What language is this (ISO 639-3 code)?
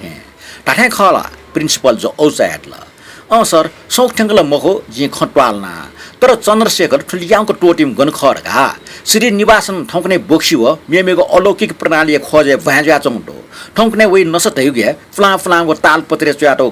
new